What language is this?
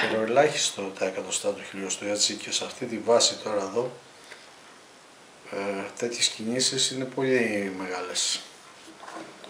Greek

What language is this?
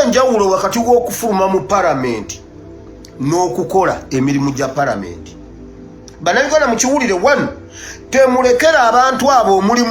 Ganda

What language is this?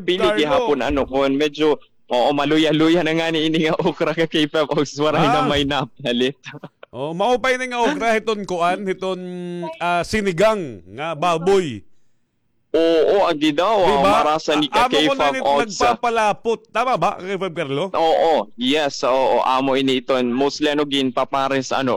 Waray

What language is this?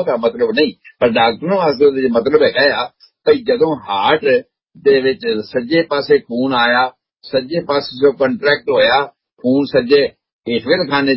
Punjabi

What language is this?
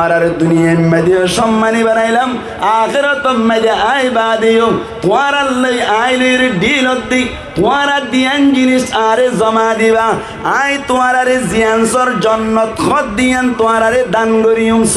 Rohingya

